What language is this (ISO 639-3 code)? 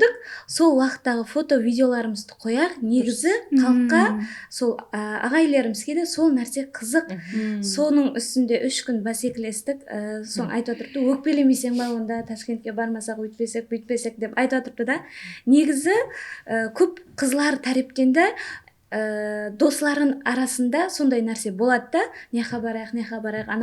kaa